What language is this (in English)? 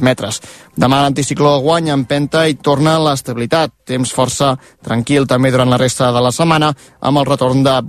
Catalan